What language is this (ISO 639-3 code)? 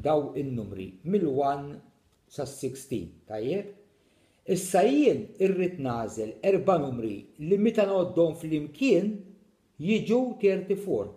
mlt